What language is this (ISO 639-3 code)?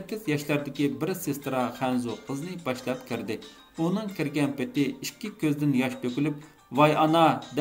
uig